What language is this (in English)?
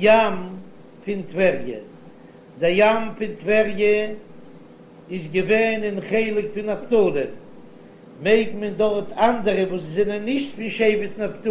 Yiddish